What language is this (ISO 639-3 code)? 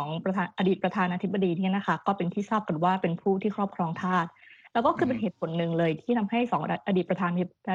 tha